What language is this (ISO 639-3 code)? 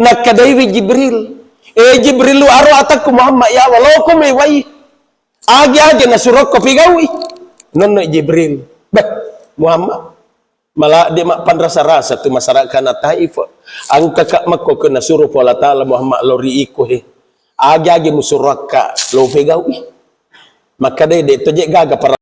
bug